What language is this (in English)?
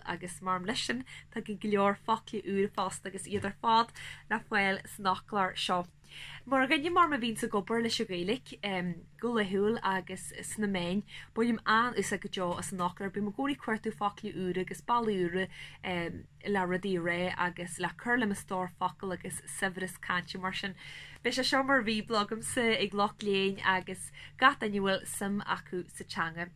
Irish